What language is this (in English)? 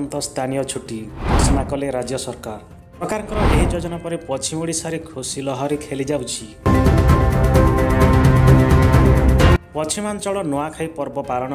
Odia